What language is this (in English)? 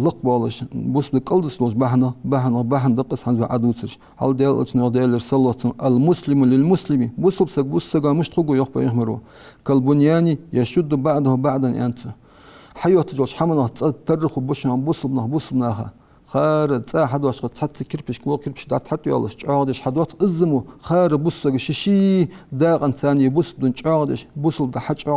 Ingush